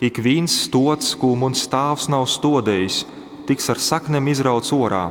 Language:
Latgalian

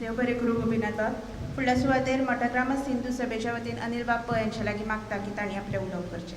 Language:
Konkani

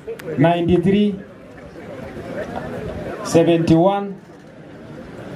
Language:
Masai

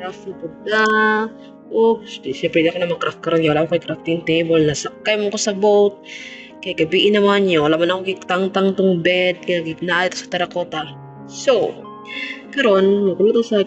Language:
Cebuano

